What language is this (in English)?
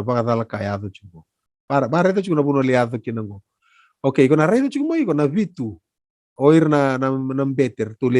Fijian